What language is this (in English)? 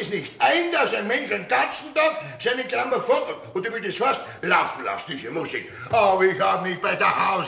Bavarian